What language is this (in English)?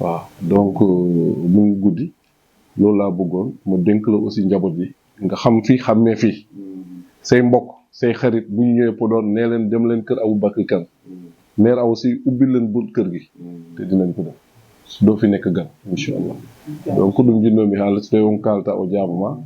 Wolof